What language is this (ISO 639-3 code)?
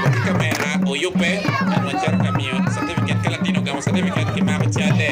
ach